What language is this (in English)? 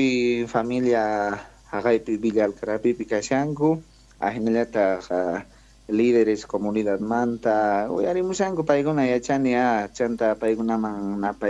South Bolivian Quechua